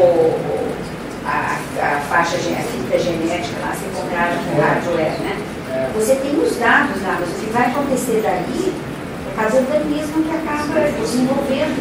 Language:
Portuguese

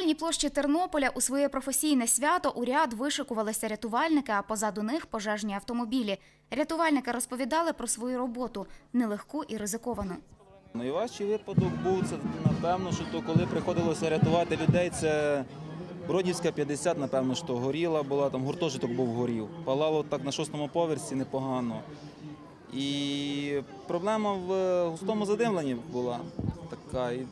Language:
Ukrainian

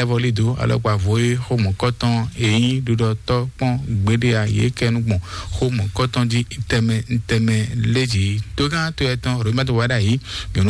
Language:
Fon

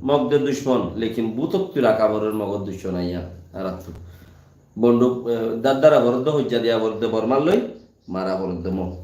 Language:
Rohingya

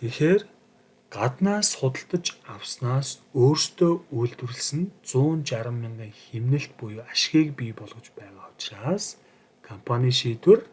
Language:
Mongolian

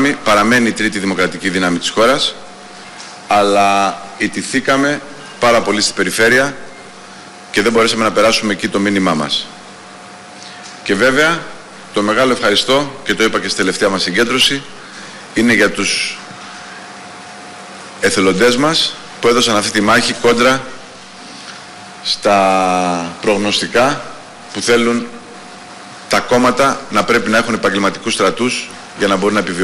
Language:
Greek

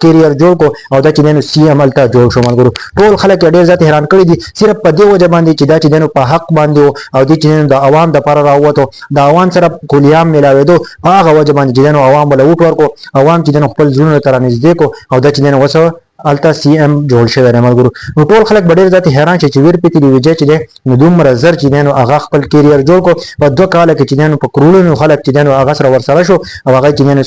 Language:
Pashto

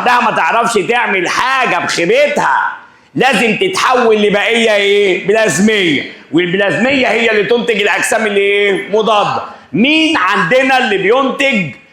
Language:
Egyptian Arabic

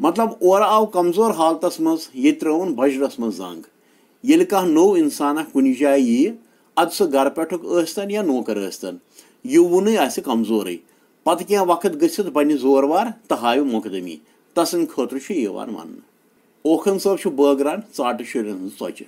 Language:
Kashmiri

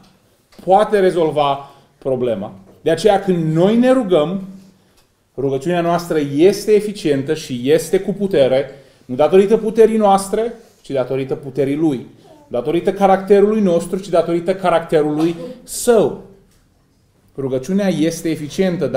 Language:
Romanian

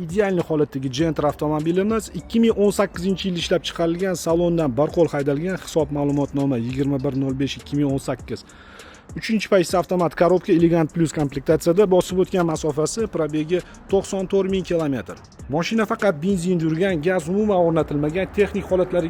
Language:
Uzbek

